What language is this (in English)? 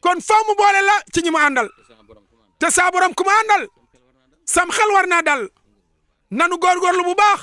Wolof